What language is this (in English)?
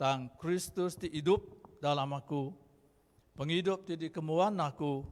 Iban